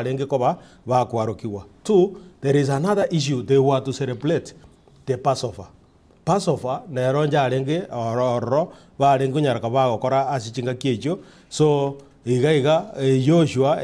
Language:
Gusii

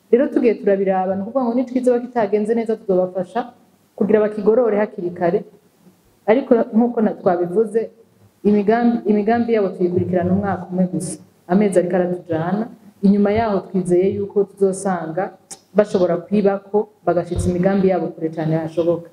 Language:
Rundi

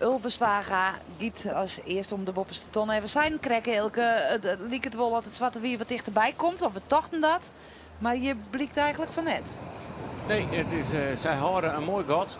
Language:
Western Frisian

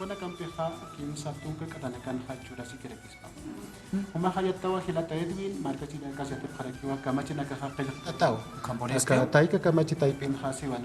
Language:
Aymara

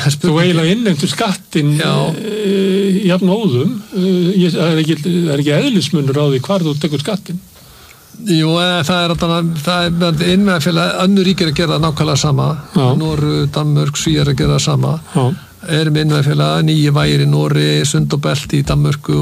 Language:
Icelandic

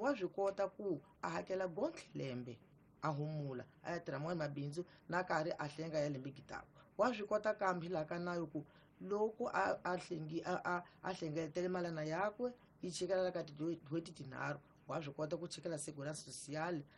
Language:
Tsonga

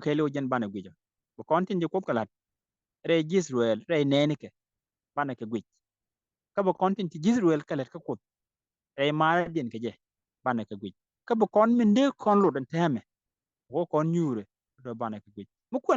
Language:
Nuer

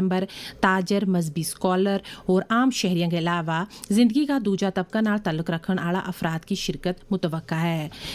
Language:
Gujari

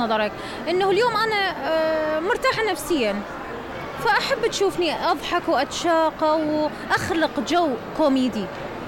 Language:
Mesopotamian Arabic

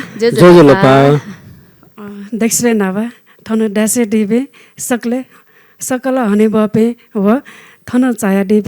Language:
Newari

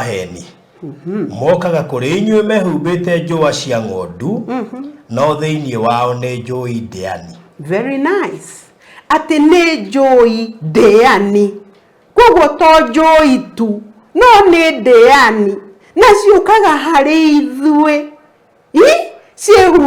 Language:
Kikuyu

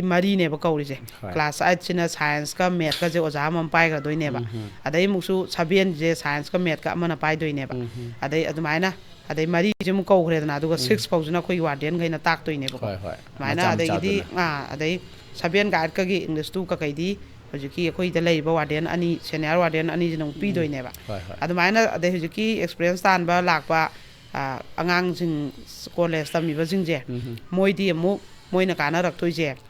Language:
Manipuri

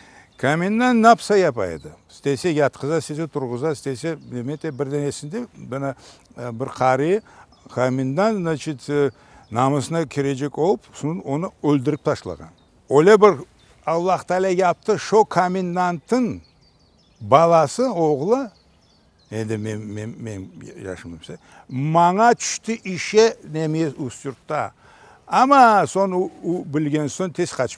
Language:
Crimean Tatar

